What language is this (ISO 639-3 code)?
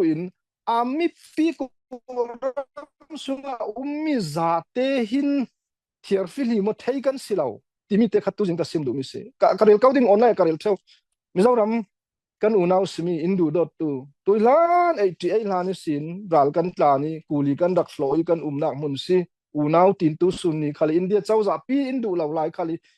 cfm